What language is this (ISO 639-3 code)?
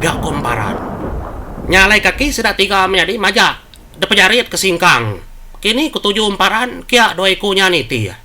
iba